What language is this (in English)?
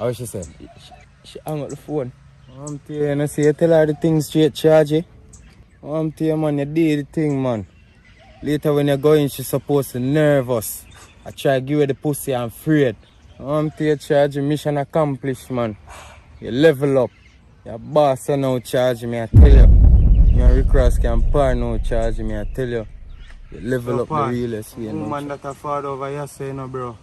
Jamaican Creole English